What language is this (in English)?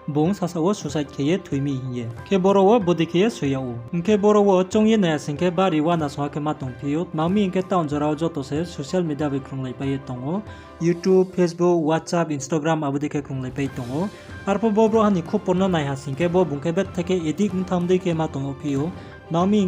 Riang (India)